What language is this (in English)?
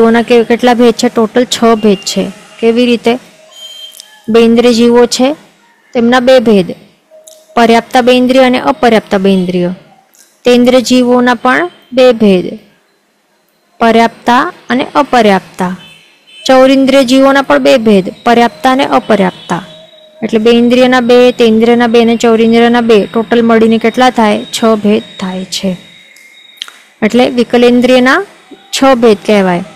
Gujarati